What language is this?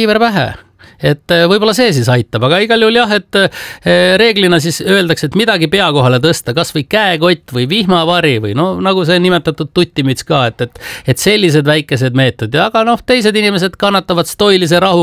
Estonian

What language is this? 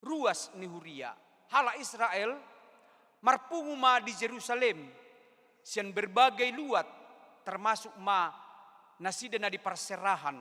Batak Toba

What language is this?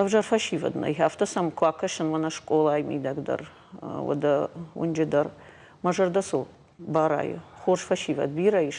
Ossetic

